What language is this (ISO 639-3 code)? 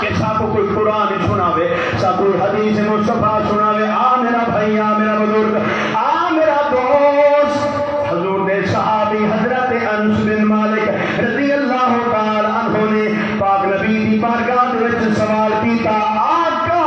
skr